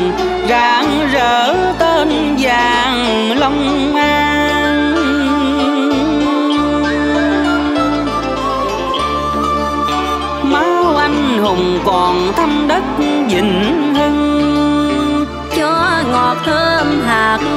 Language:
Vietnamese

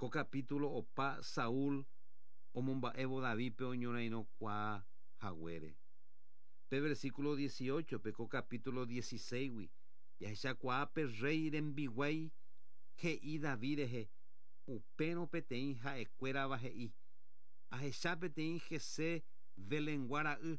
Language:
Guarani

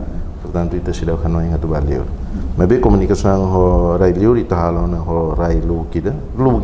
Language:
Tetum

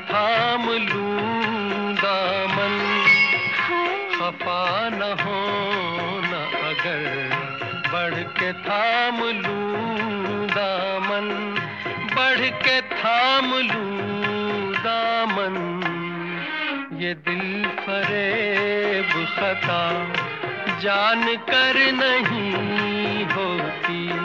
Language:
Hindi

